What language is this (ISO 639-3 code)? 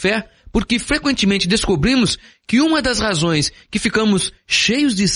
por